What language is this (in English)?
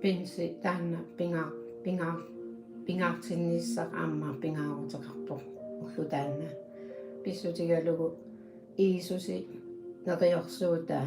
Kalaallisut